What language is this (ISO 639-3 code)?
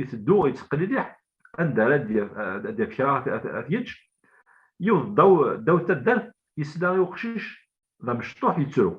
kab